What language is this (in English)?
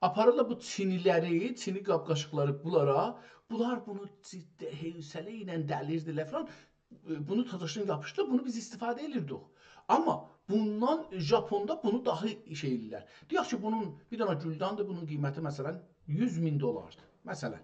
South Azerbaijani